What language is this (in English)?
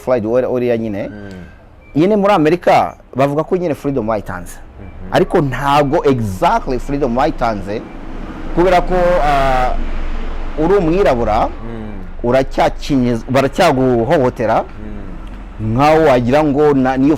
Kinyarwanda